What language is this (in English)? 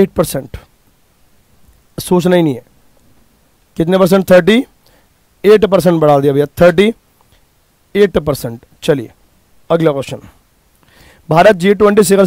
Hindi